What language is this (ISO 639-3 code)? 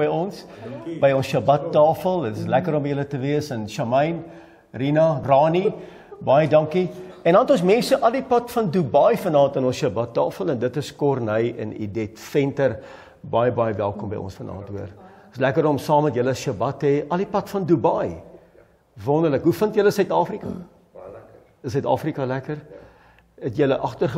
afr